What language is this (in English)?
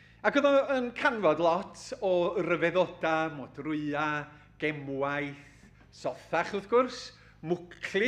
Welsh